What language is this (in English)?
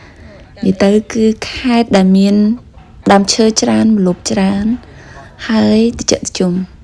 Khmer